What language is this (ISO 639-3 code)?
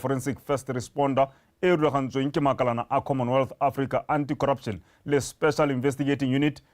tsn